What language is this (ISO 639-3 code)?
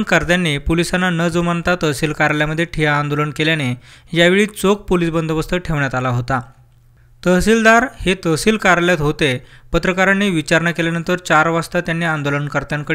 mar